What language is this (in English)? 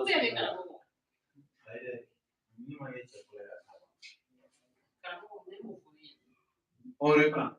Bambara